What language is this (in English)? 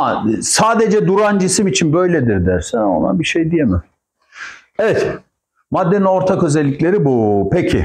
Turkish